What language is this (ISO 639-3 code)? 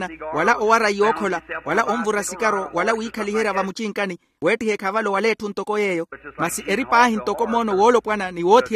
vmw